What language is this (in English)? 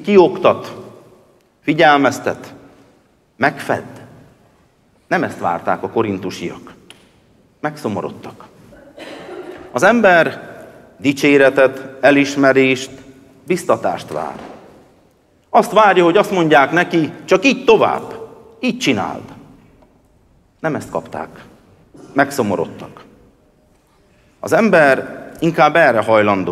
Hungarian